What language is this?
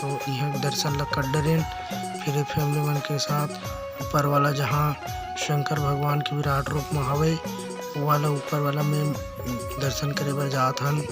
Chhattisgarhi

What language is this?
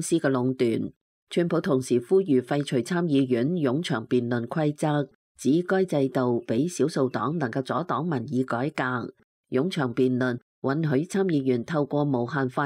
Cantonese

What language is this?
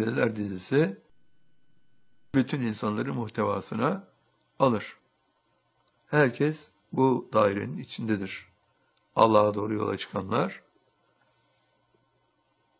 Turkish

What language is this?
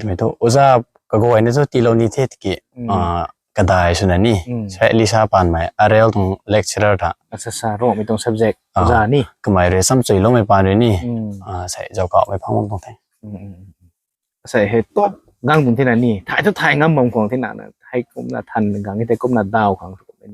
Rongmei Naga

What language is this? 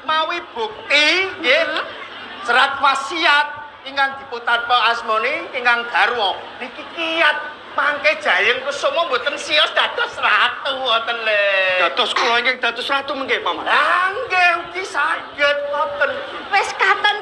Javanese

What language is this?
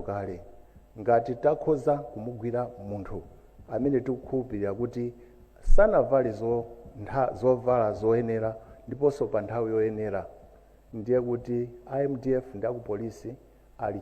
Nyanja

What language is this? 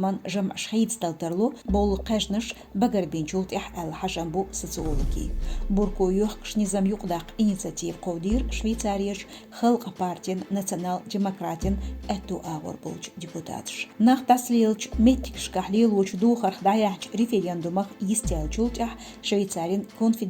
Chechen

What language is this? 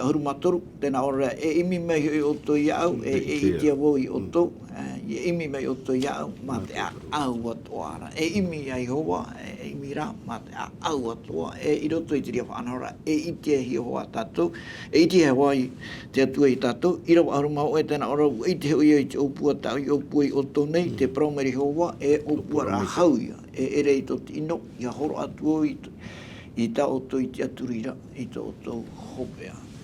Tahitian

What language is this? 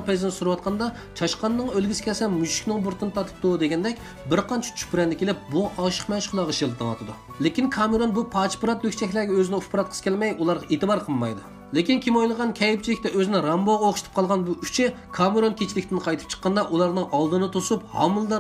Uyghur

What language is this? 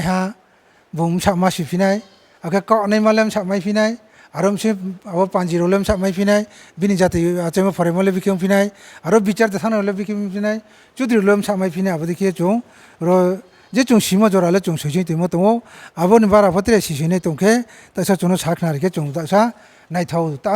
Riang (India)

